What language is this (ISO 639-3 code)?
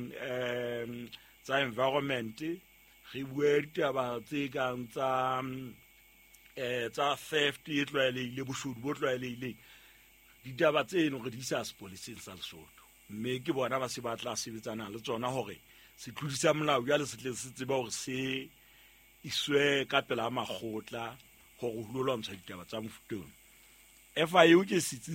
sot